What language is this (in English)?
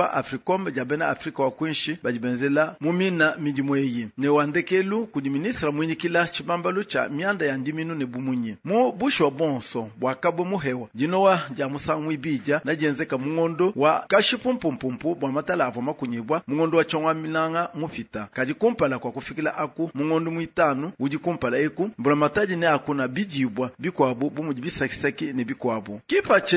Luba-Lulua